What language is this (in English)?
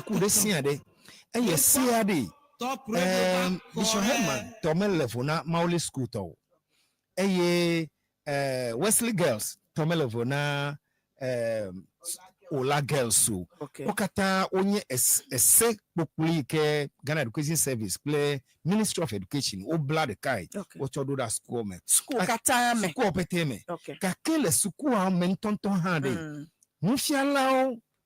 Ewe